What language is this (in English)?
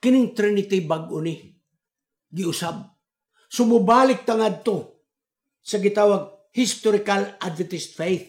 Cebuano